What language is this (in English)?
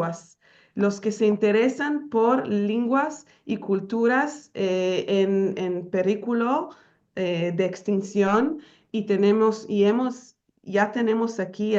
Ladino